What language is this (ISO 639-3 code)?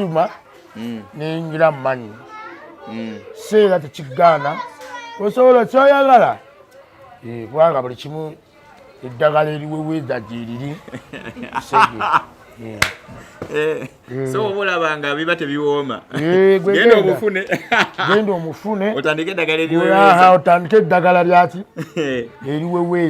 lug